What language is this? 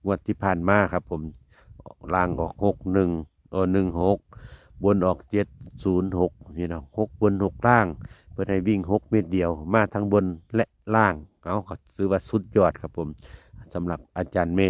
Northeastern Thai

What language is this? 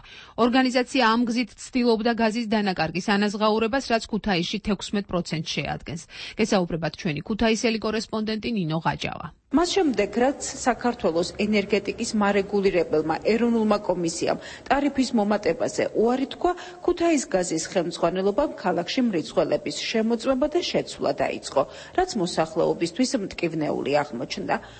Georgian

